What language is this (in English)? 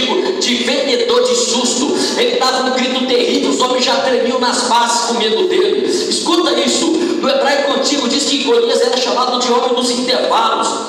Portuguese